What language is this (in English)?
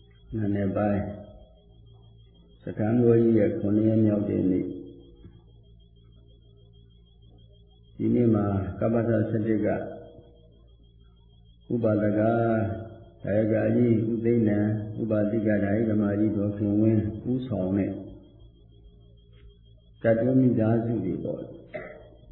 Burmese